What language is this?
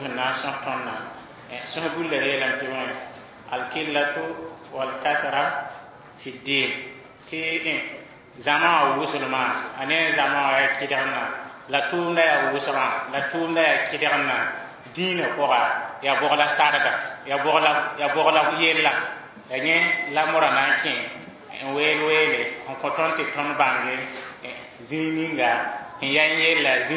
Mossi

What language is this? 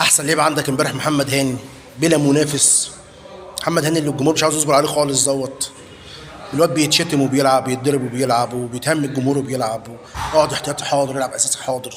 Egyptian Arabic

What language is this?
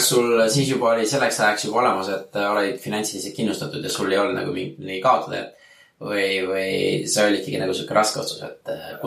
Estonian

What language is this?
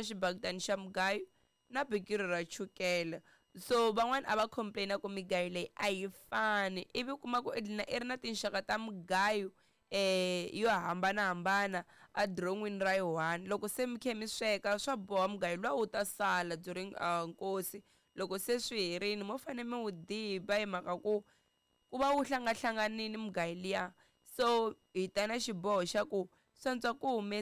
Tsonga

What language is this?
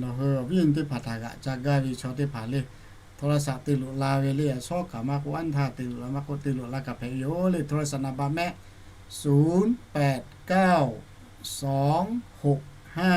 Lahu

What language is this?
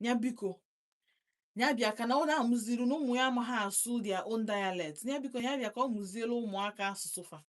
Igbo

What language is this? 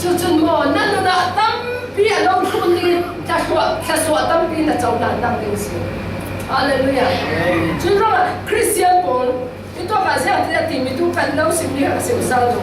Falam Chin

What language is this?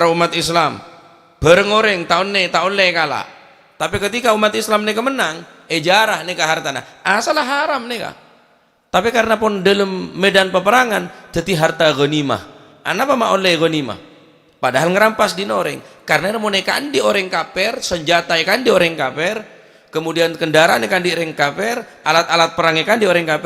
Madurese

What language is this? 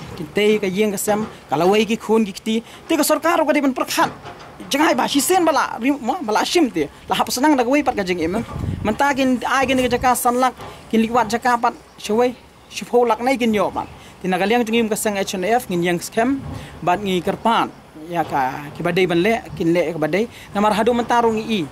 Khasi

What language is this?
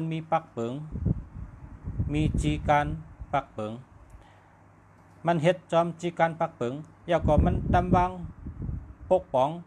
Shan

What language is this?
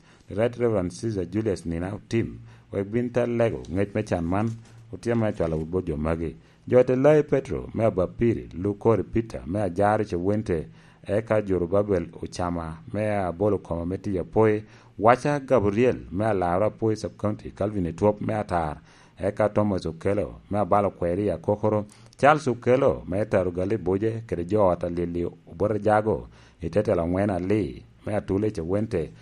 Lango (Uganda)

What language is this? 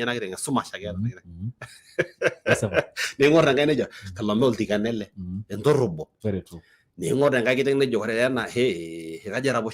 Masai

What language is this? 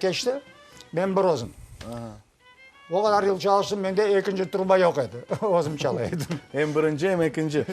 Crimean Tatar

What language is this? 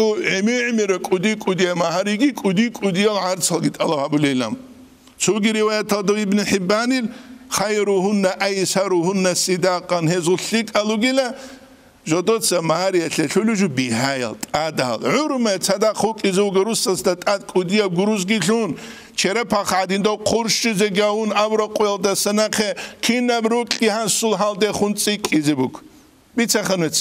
Avaric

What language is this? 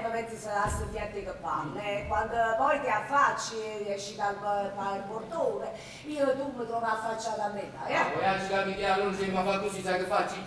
Neapolitan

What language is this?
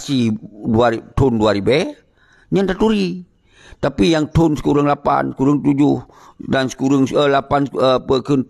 Achinese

